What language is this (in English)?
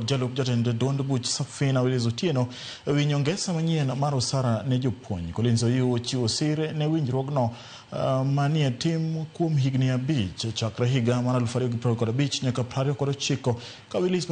Luo (Kenya and Tanzania)